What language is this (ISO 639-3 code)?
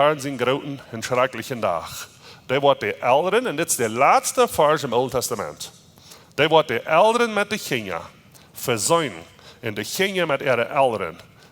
pdt